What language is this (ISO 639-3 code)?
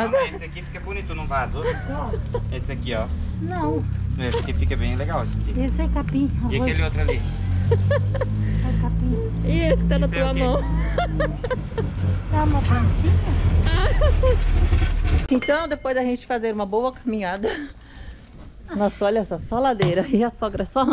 por